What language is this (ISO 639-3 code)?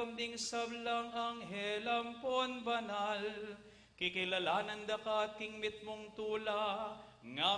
pam